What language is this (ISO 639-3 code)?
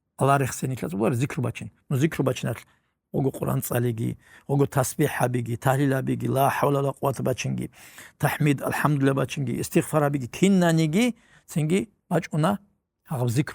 ava